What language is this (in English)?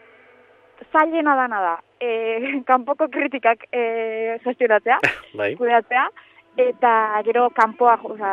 Basque